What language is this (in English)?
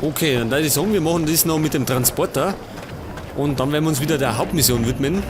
Bavarian